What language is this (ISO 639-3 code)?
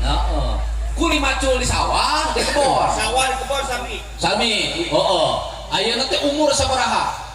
sun